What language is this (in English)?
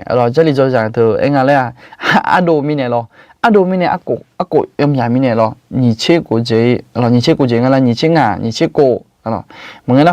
Akha